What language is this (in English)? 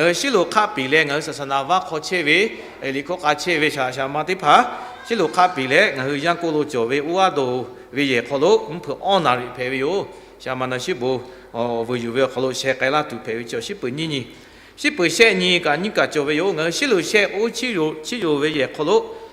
Lahu